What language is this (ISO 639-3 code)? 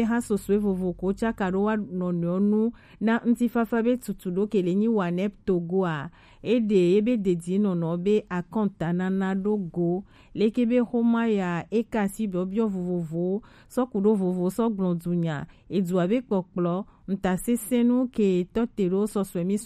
gej